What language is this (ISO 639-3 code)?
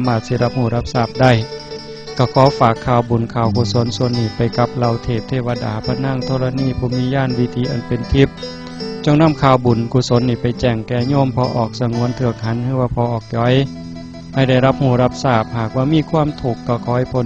tts